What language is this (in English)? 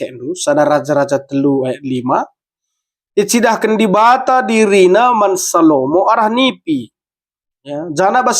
Batak Karo